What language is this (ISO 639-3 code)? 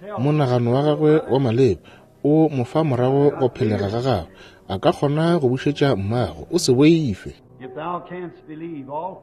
nso